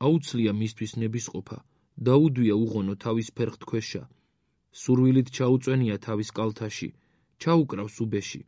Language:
Georgian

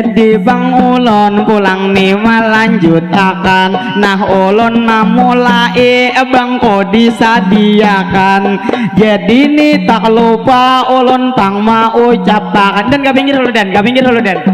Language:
Banjar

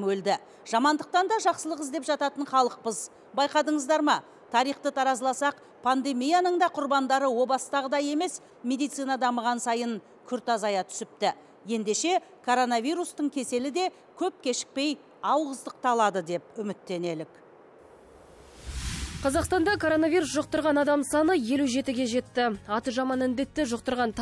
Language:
Kazakh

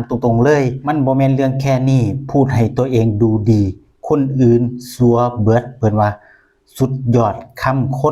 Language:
Northeastern Thai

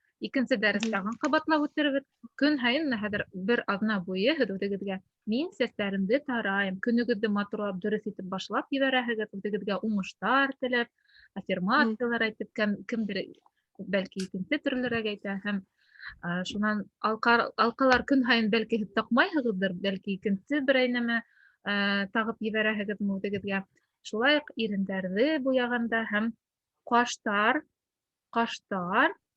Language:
Bashkir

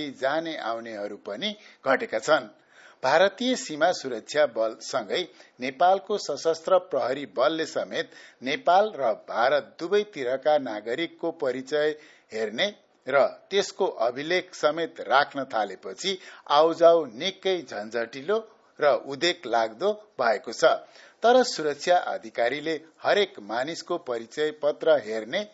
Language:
Nepali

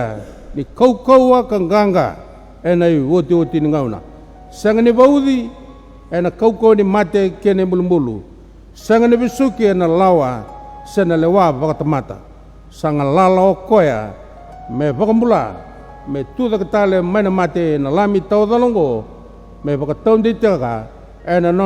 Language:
Fijian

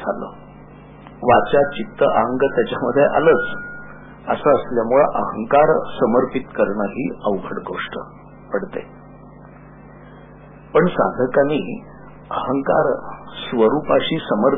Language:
Marathi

